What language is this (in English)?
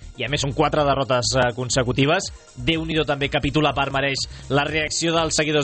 Catalan